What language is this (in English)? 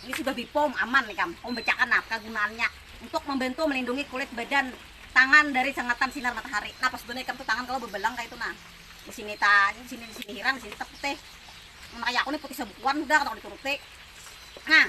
Banjar